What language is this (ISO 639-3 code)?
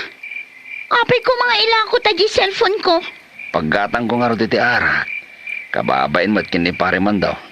ilo